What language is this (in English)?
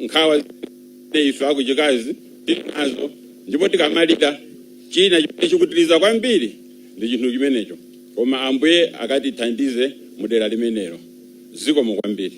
Nyanja